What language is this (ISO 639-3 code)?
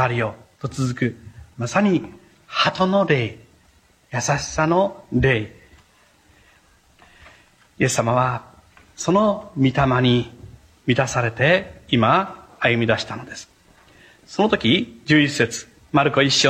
jpn